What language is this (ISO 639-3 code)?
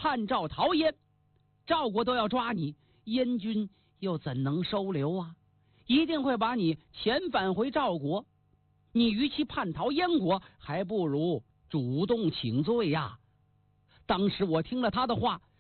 zho